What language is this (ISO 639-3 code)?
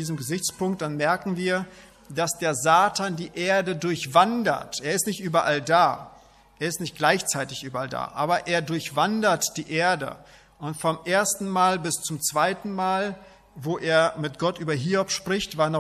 deu